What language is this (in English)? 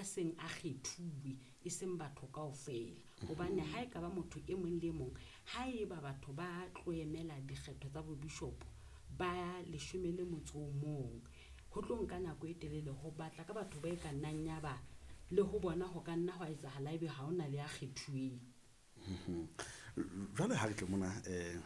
Southern Sotho